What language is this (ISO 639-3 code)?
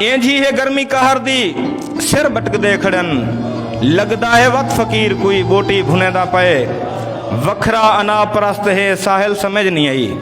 skr